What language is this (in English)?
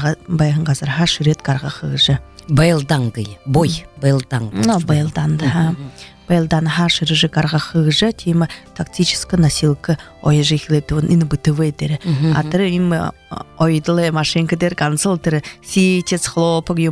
Buriat